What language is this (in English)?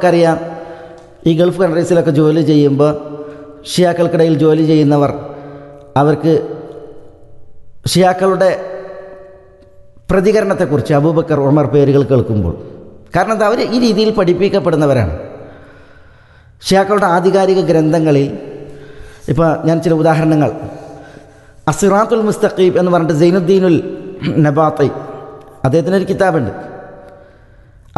Malayalam